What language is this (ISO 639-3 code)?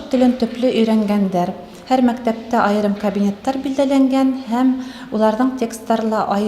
bak